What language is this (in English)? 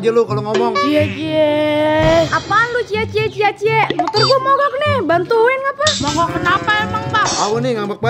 Betawi